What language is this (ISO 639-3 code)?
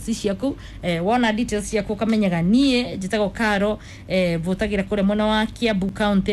kik